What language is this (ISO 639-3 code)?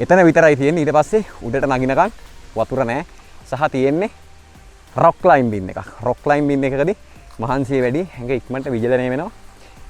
sin